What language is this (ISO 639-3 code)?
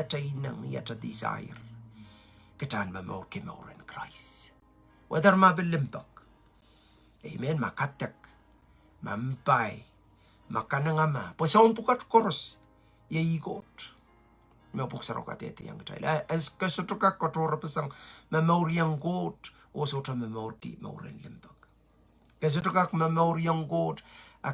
pon